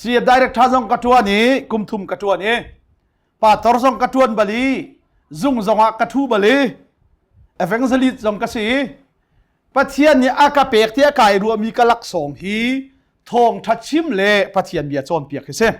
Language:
Hakha Chin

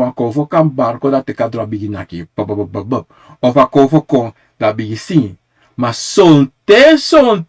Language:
Sranan Tongo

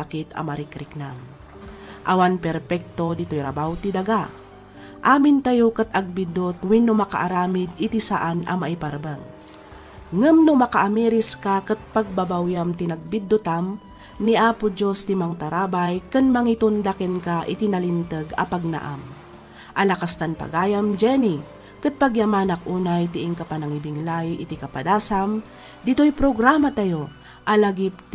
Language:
Iloko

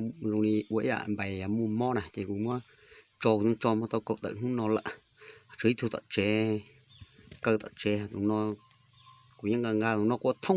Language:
Hmong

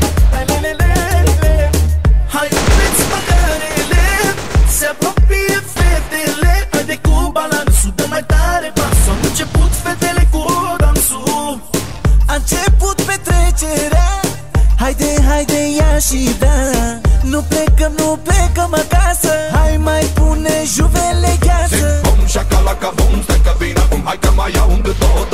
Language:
Romanian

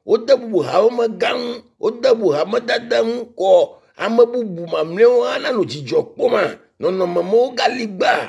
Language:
Ewe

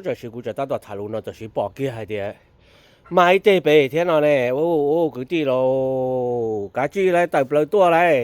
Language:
Hmong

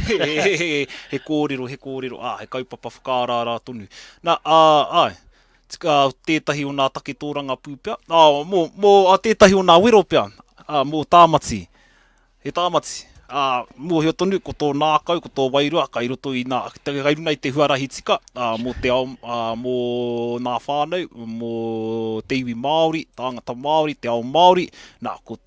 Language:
Māori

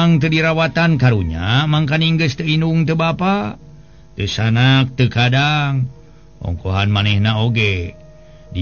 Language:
Sundanese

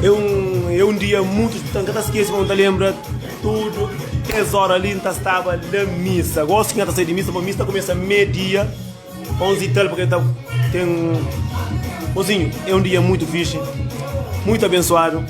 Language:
Kabuverdianu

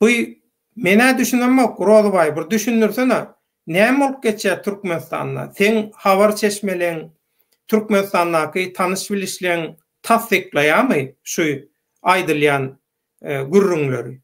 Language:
Turkmen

